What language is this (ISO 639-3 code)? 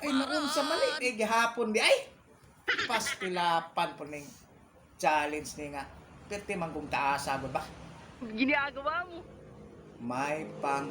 ceb